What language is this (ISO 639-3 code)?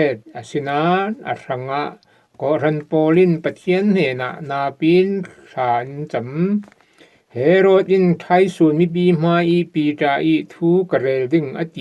cfm